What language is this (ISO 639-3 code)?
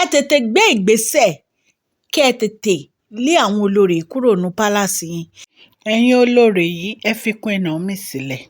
yor